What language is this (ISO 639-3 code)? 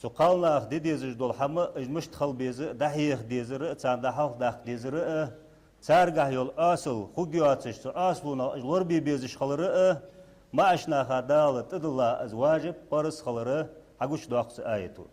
inh